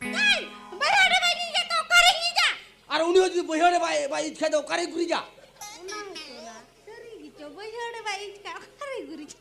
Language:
Santali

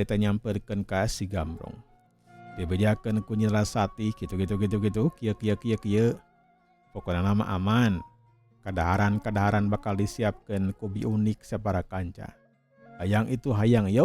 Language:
Sundanese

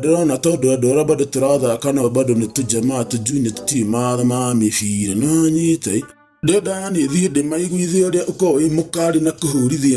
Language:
Kikuyu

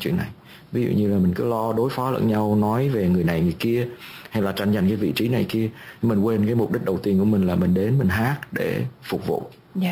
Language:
Vietnamese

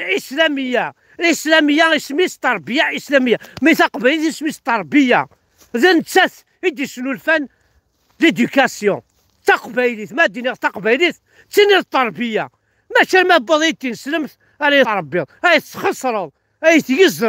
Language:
Kabyle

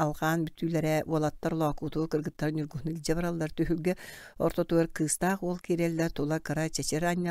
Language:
Yakut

